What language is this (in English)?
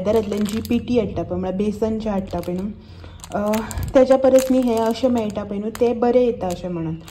Konkani